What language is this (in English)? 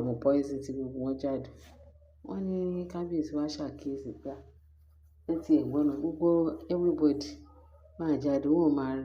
Yoruba